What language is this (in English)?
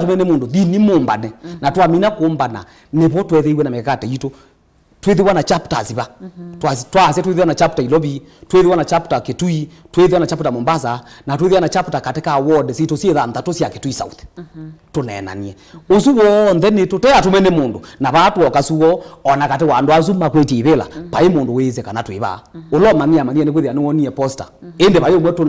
Kamba